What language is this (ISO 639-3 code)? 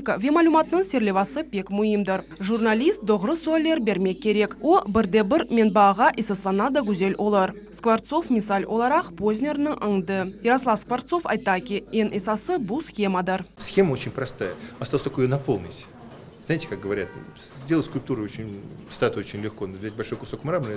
crh